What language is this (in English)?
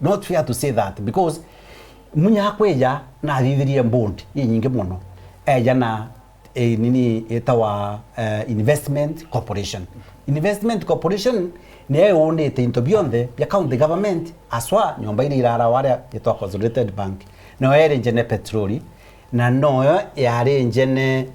Meru